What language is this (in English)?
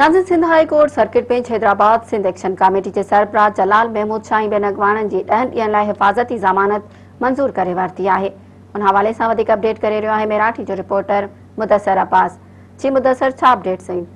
Sindhi